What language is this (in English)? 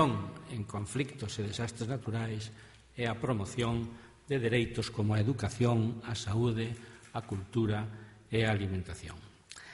Galician